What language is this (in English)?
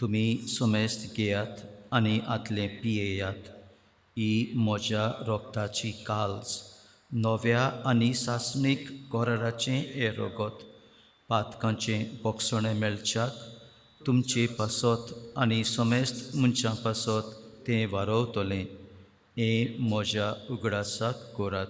Konkani